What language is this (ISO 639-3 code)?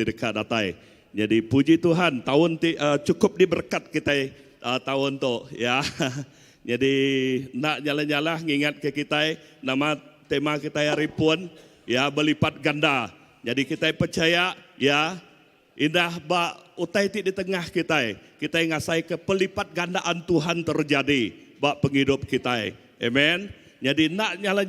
iba